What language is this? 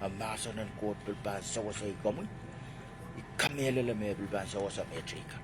Pohnpeian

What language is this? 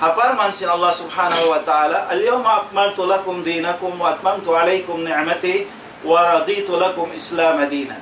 Tausug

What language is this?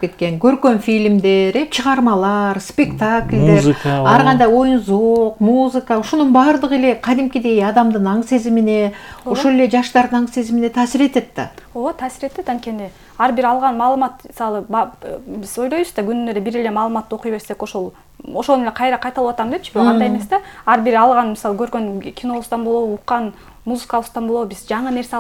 Kyrgyz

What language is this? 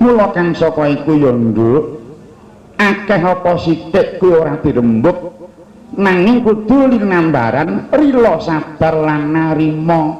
Javanese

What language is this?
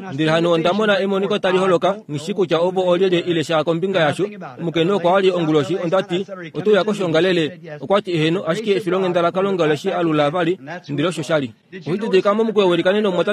Kuanyama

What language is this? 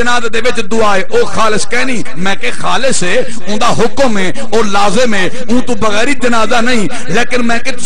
Saraiki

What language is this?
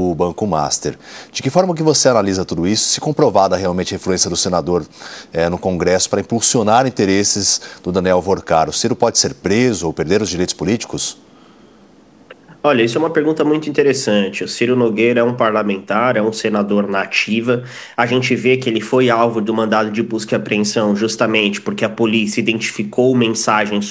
Portuguese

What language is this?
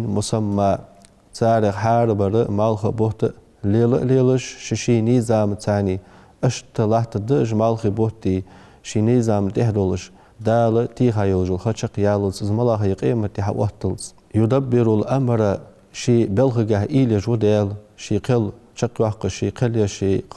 Ingush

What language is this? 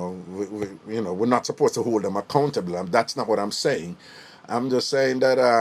Jamaican Creole English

